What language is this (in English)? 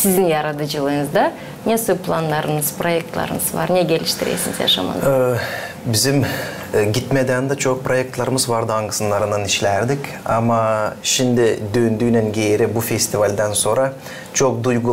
Gagauz